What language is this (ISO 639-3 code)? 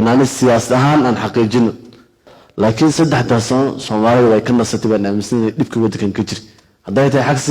som